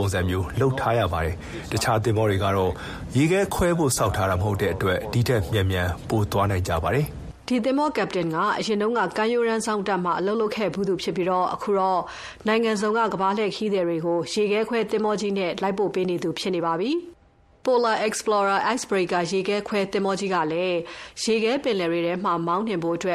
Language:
Burmese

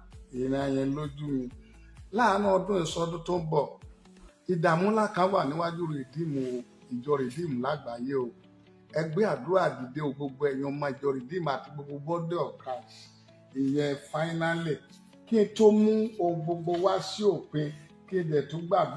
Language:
Yoruba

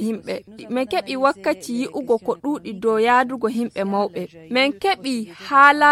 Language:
Fula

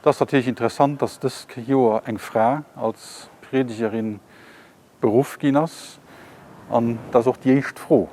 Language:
Luxembourgish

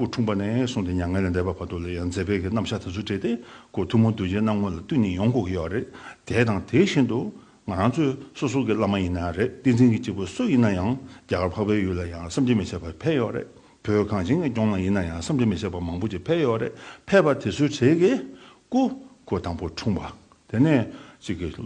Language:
Tibetan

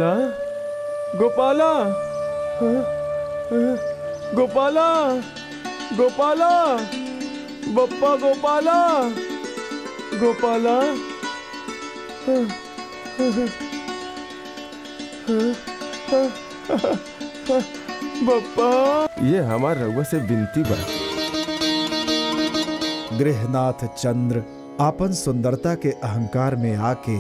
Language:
Bhojpuri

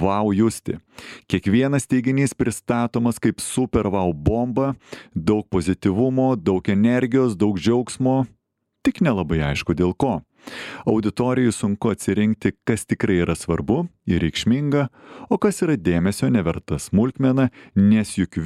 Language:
Lithuanian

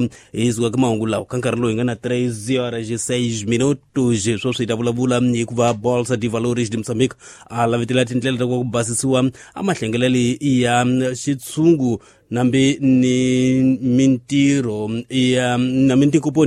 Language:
Tsonga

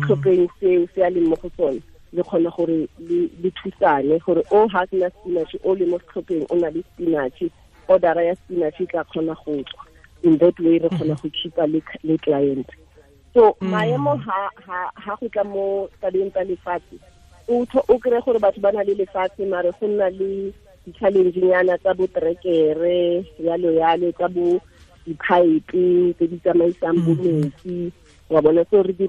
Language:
Tswana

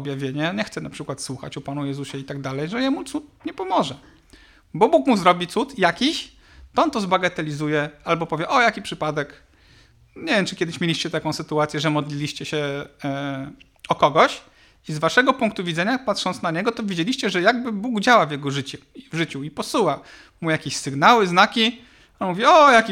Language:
Polish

